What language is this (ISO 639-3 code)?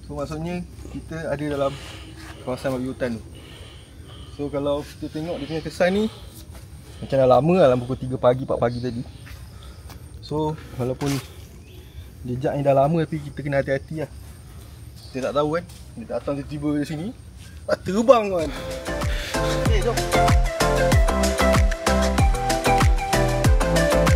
msa